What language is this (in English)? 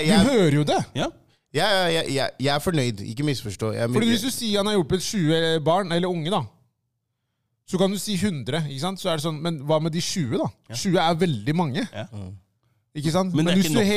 Norwegian